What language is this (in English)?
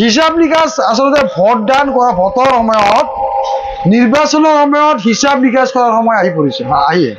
Assamese